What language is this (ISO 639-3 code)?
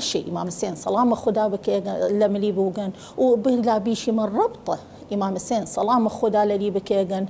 sdh